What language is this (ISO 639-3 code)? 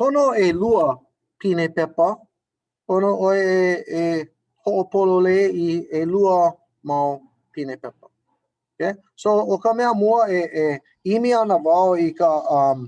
haw